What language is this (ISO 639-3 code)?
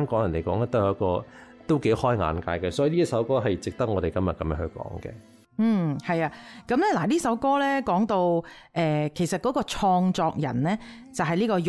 yue